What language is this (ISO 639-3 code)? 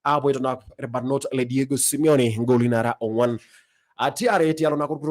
mas